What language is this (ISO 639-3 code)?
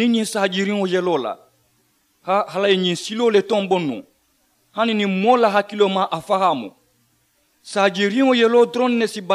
man